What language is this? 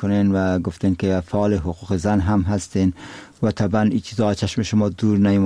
Persian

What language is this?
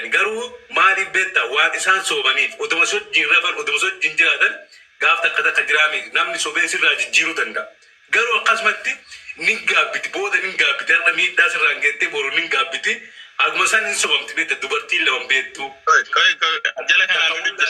Oromo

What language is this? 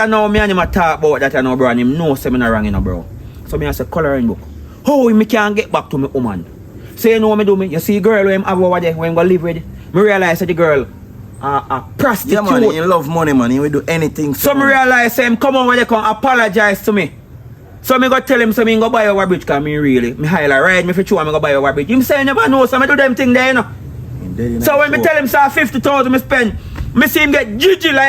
Jamaican Creole English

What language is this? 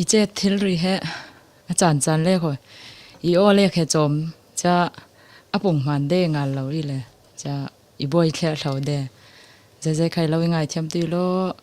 Falam Chin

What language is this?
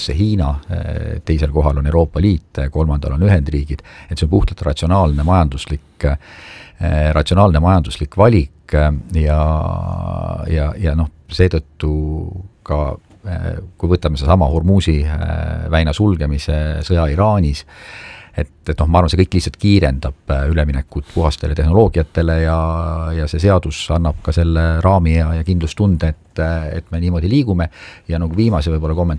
Estonian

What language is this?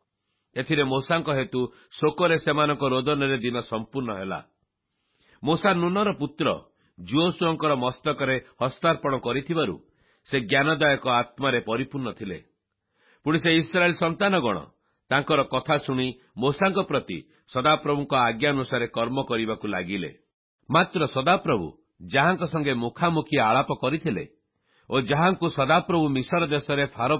Odia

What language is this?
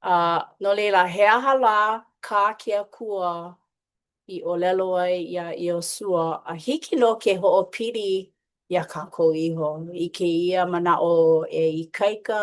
Hawaiian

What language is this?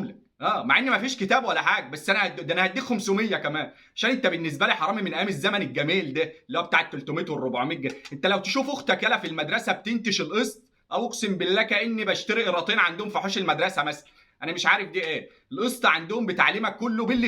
Egyptian Arabic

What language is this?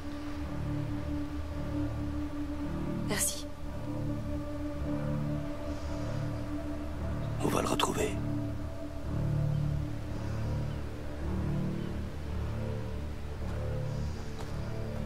French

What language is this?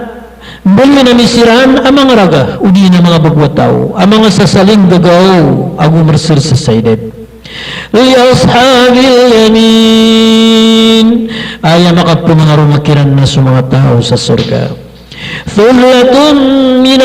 Maranao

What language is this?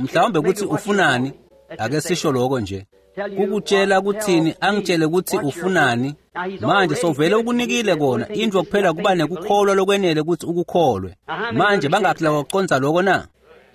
Swati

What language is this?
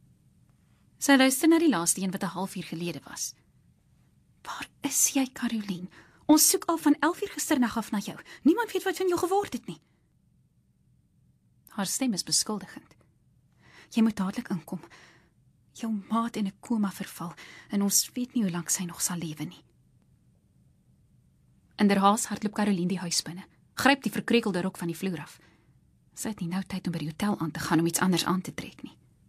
Afrikaans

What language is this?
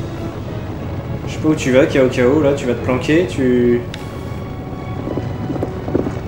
French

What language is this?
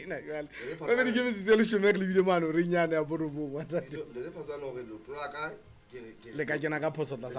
Southern Sotho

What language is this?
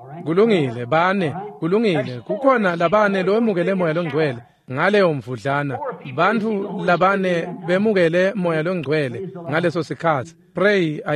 Swati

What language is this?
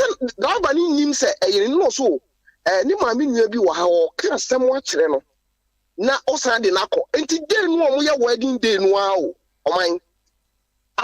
Akan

